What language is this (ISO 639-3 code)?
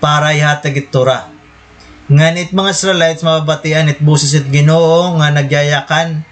war